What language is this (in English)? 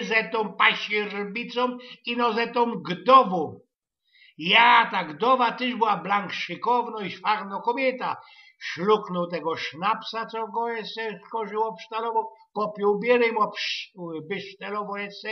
Silesian